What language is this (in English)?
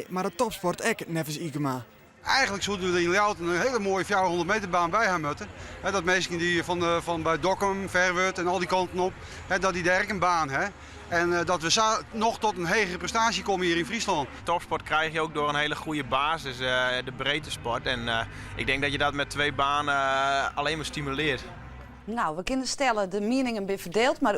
Western Frisian